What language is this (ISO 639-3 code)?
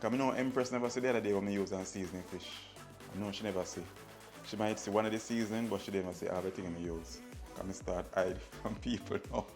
jam